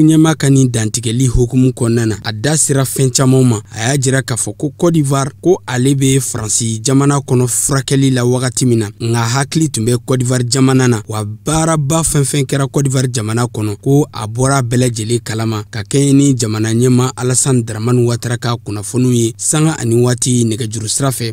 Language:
Bambara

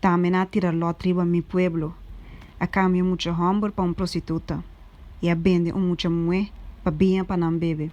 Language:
Papiamento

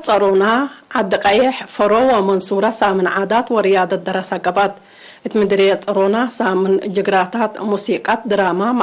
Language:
Tigre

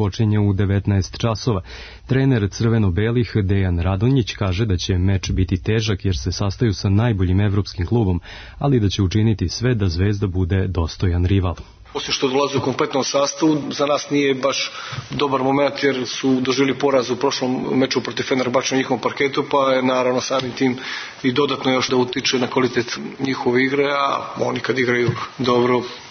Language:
Serbian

